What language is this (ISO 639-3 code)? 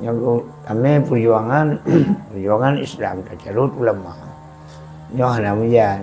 ace